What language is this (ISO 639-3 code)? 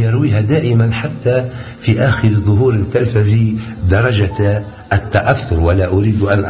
aeb